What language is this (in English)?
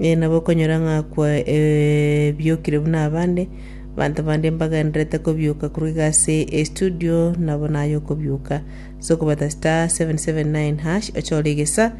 Gusii